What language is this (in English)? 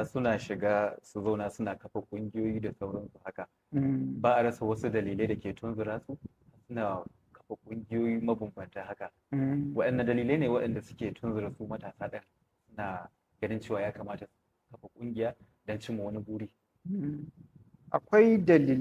Hausa